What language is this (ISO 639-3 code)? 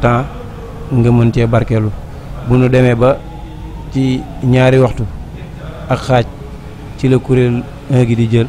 wol